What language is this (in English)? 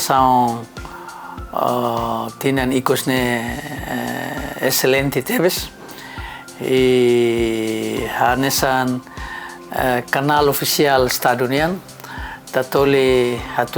Tetum